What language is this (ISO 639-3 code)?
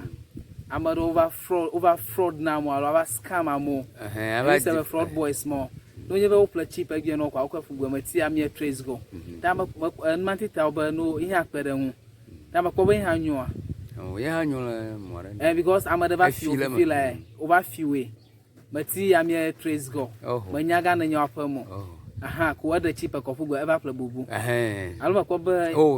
ewe